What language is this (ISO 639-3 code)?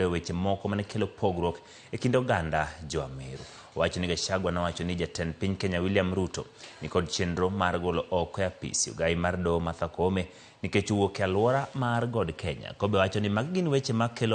luo